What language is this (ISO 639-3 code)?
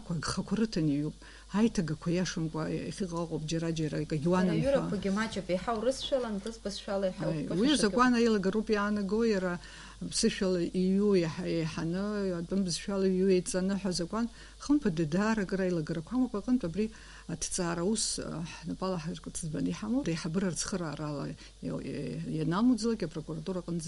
abk